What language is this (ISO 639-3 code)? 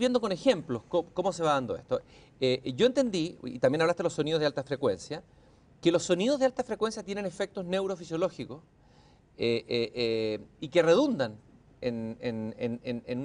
spa